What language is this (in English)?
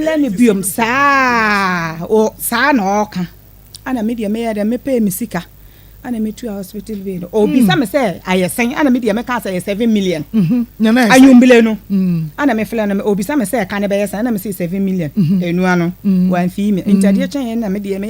Akan